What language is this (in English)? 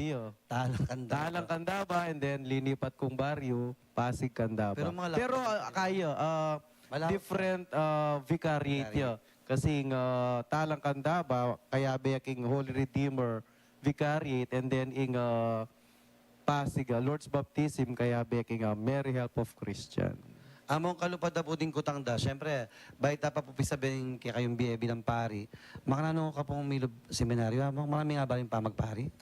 Pampanga